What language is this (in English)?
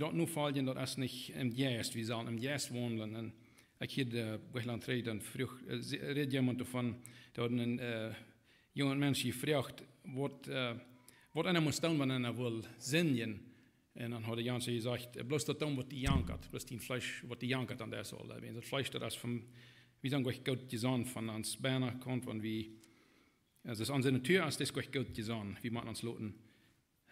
Plautdietsch